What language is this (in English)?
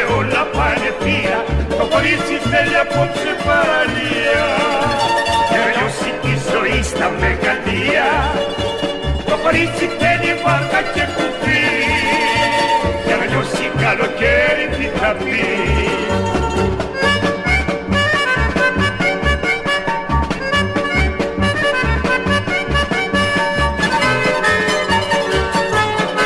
Greek